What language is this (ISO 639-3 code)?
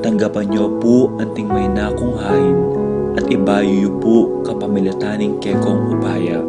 pam